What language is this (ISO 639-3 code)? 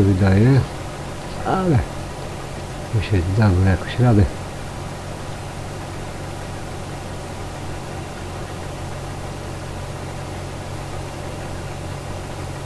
pol